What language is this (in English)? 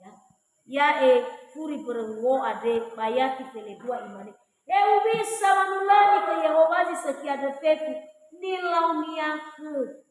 Nias